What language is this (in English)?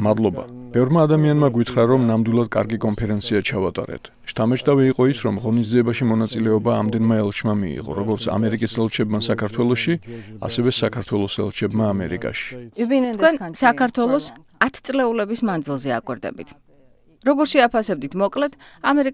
Georgian